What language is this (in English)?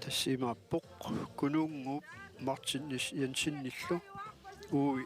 Kalaallisut